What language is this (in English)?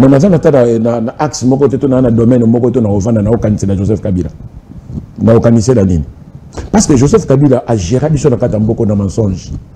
Lingala